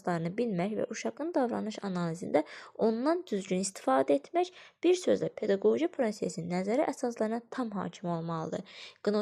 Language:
Azerbaijani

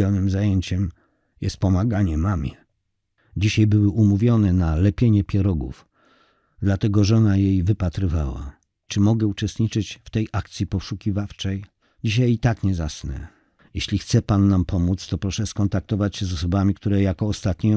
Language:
Polish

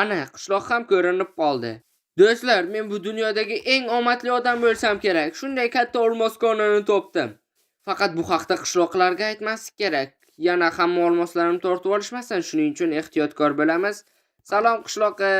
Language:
Uzbek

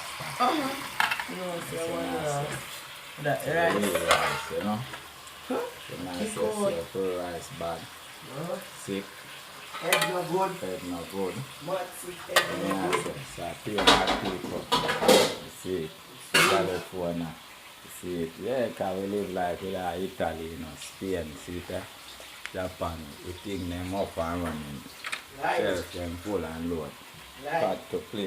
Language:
Jamaican Creole English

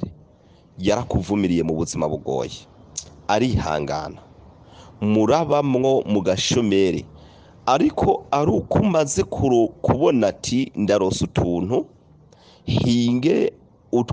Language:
Rundi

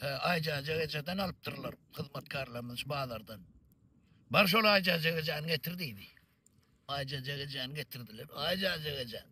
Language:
Turkmen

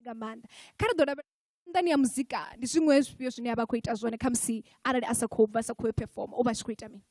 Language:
Venda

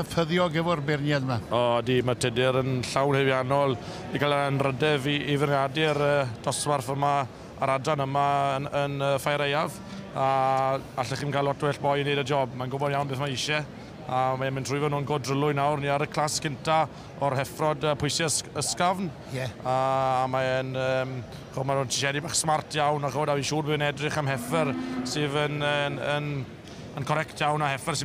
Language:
Welsh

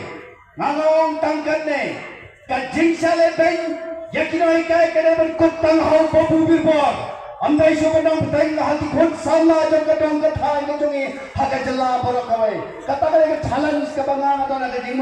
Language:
Khasi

